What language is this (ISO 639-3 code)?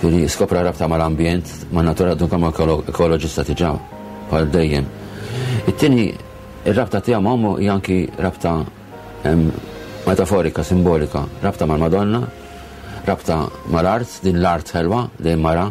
mlt